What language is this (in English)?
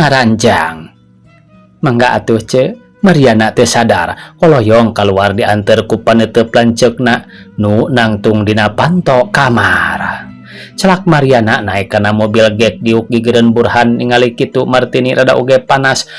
Sundanese